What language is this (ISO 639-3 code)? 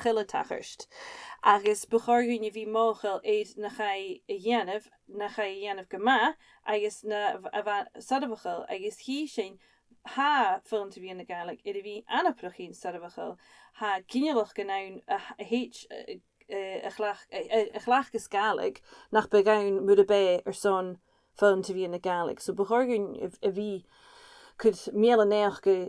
gla